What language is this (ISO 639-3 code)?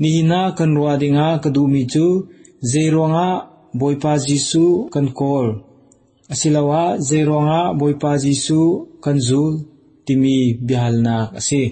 cnh